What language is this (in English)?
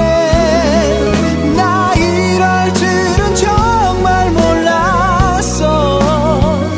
Korean